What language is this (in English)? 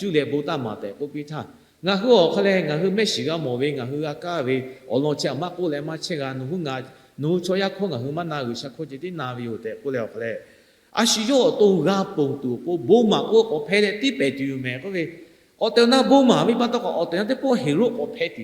Lahu